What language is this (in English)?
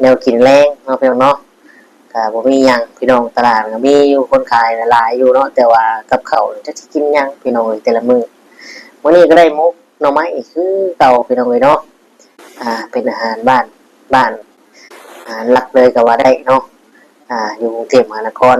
Northeastern Thai